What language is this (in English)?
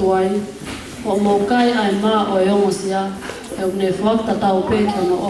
Tongan